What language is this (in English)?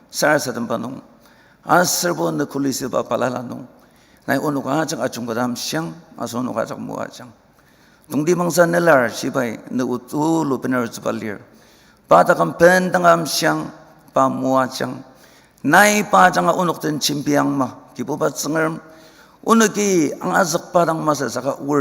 Ao Naga